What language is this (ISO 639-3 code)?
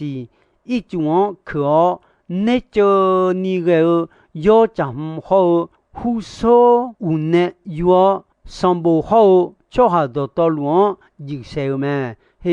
ahk